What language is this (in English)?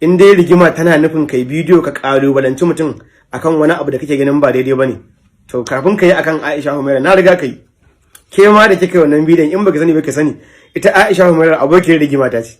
Hausa